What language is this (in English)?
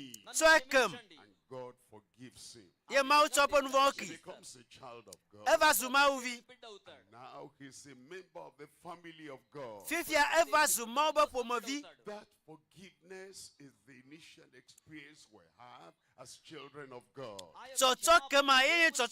Ewe